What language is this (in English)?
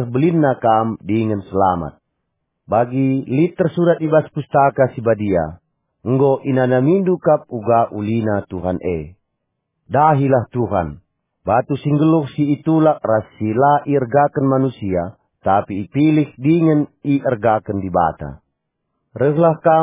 Batak Karo